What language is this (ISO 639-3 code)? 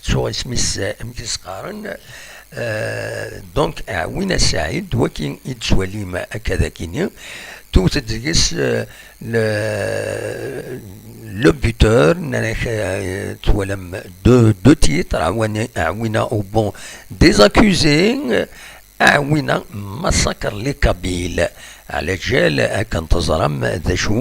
kab